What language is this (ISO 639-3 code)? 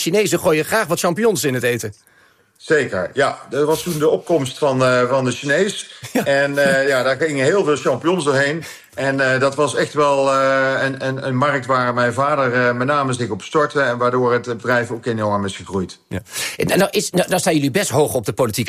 nld